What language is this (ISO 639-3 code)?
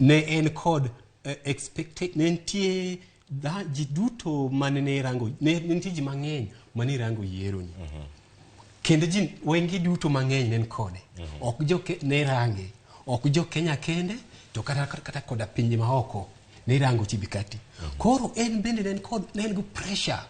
luo